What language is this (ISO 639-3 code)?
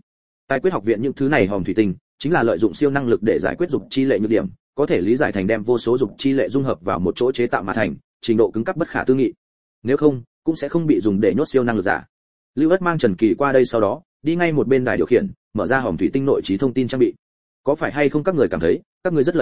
vie